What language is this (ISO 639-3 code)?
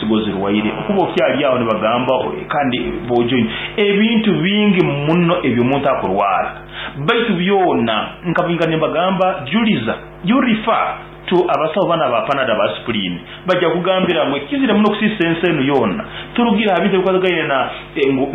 nyn